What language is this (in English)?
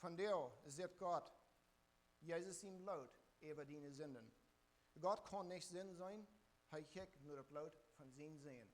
Plautdietsch